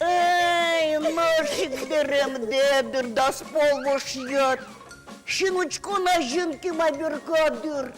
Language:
Udmurt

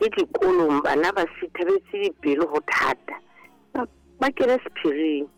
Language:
Southern Sotho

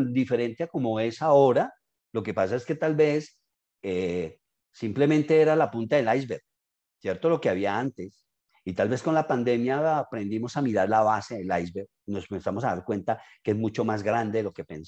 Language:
Spanish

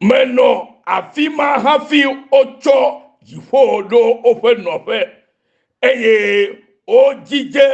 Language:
Ewe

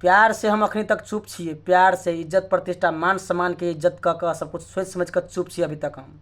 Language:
Maithili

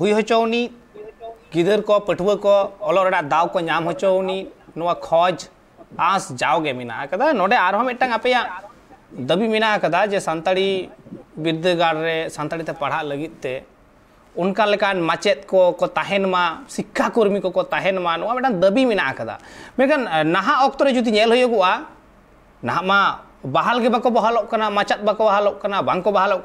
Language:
Santali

